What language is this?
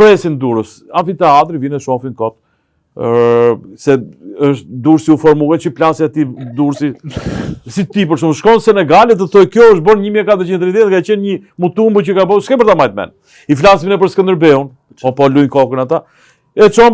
Albanian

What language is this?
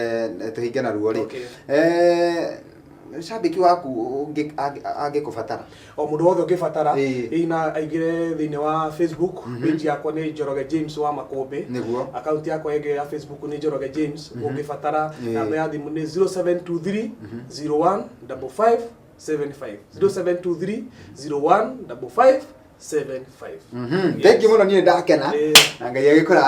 Kikuyu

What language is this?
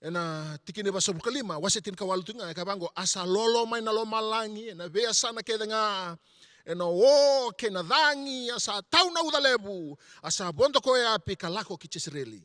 Fijian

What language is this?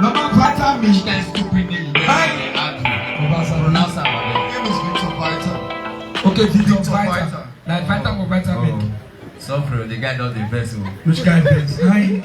Nigerian Pidgin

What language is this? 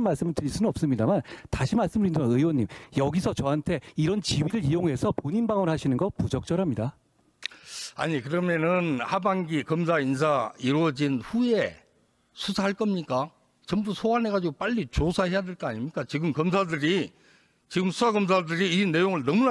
Korean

